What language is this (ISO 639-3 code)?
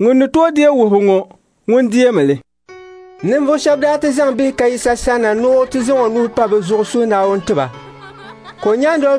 dag